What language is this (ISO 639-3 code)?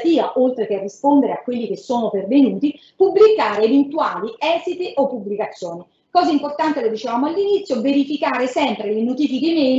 ita